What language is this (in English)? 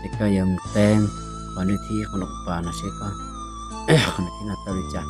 Hmong